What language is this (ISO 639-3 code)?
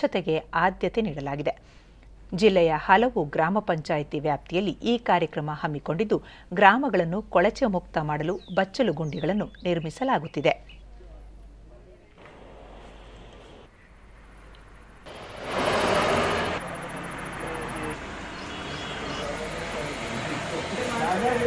kan